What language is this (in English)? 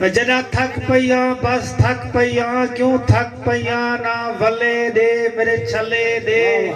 Saraiki